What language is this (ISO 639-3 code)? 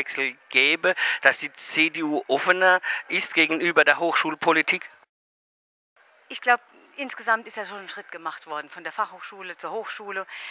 deu